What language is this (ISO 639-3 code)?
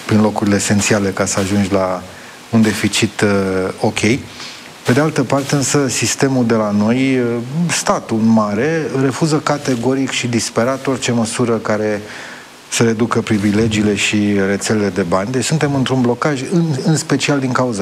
ron